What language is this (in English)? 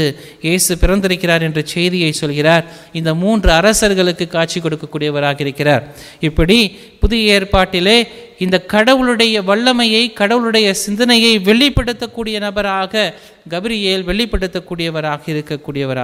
Tamil